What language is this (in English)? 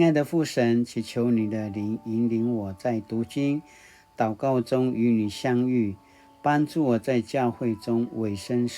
Paiwan